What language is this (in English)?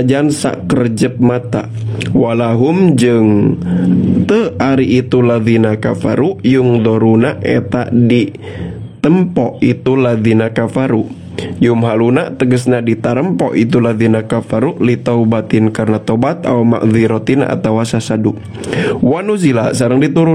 Sundanese